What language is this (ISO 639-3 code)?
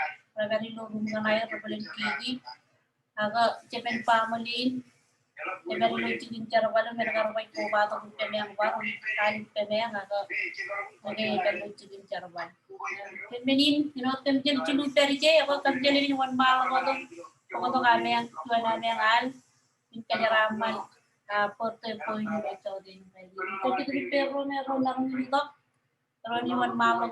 mah